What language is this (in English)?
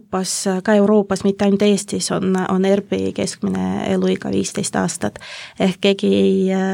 Estonian